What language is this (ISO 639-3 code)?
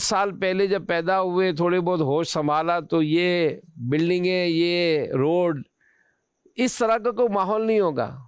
urd